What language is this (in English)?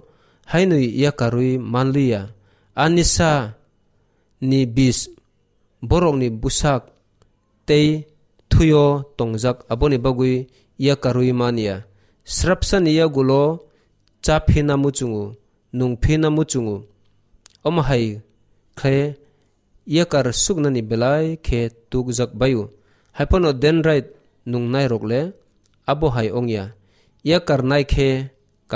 Kok Borok